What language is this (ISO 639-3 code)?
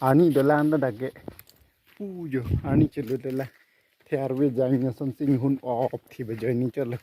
mjw